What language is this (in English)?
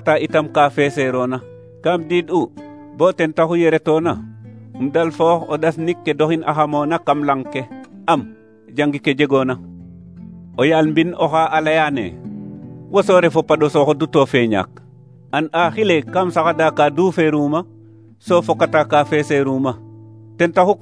Serer